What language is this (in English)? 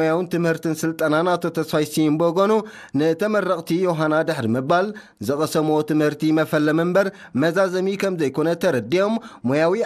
Tigrinya